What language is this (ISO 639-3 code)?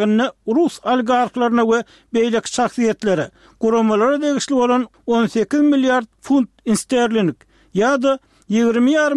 tuk